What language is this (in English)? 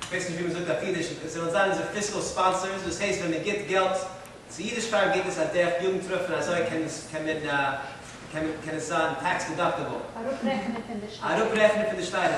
Yiddish